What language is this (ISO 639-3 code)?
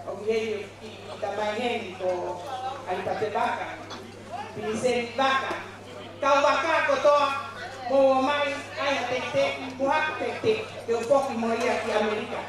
ton